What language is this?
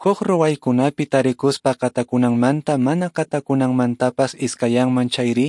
Quechua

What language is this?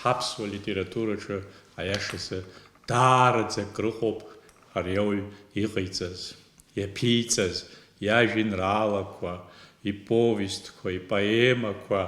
Abkhazian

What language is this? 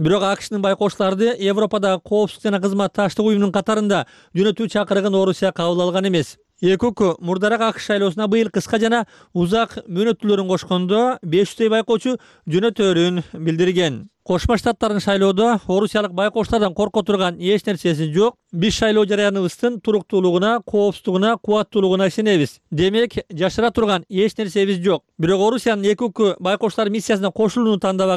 Kyrgyz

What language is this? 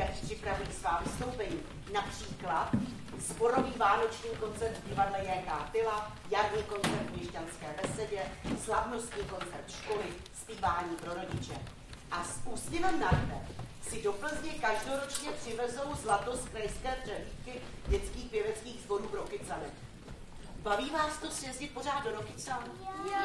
Czech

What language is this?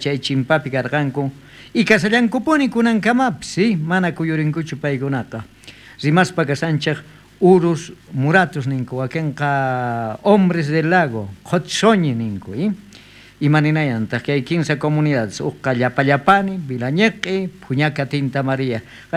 South Bolivian Quechua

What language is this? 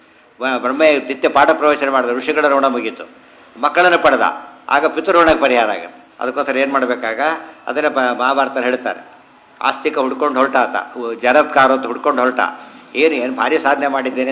Kannada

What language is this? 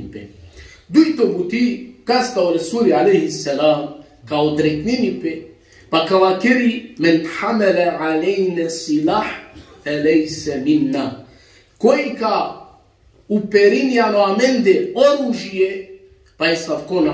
Balkan Romani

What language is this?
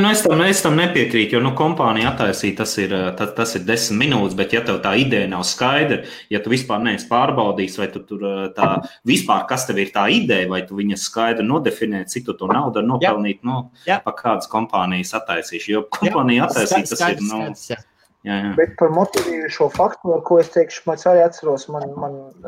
Latvian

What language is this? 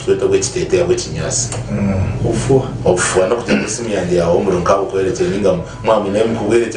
Nyankole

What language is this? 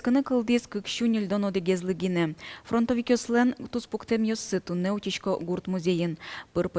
Udmurt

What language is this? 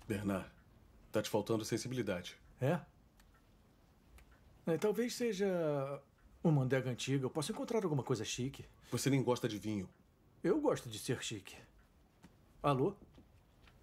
Portuguese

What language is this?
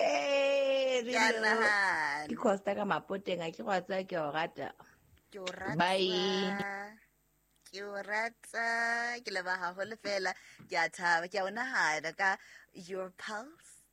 Southern Sotho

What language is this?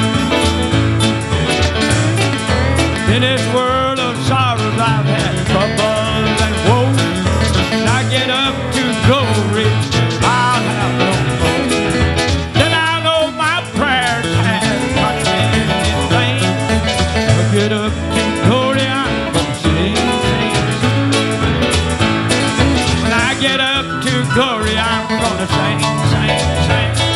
English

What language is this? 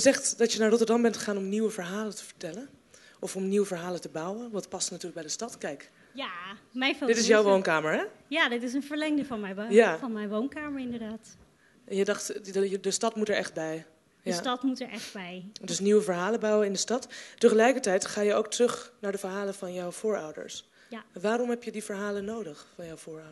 Dutch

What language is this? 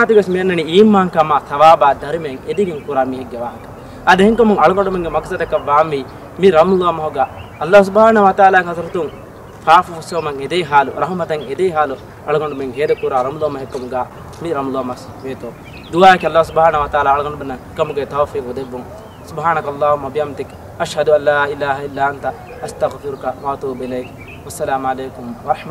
Divehi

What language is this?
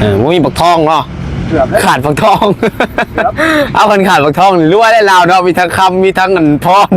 Northeastern Thai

